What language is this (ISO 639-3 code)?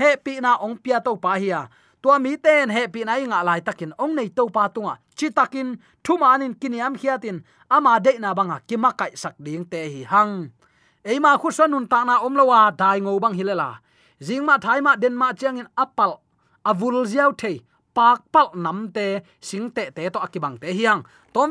ctd